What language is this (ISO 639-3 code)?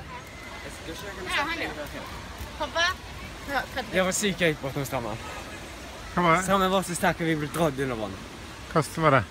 nor